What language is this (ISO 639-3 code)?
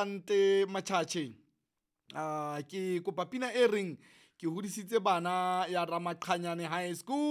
sot